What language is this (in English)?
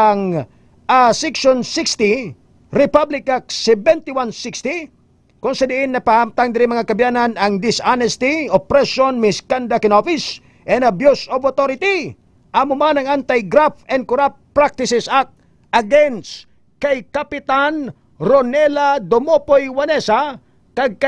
Hiligaynon